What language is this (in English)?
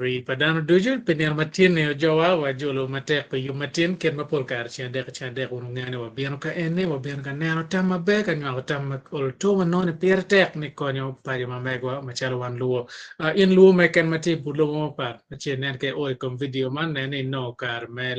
Acoli